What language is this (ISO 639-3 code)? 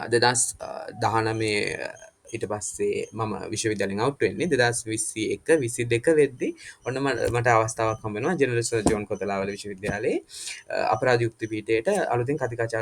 sin